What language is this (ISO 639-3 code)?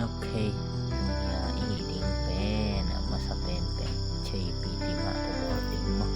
ctd